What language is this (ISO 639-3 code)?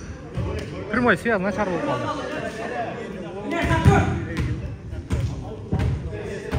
kir